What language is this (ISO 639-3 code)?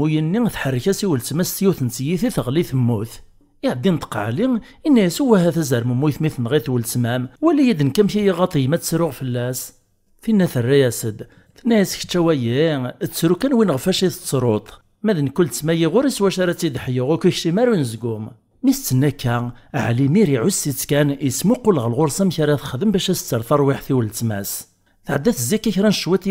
kab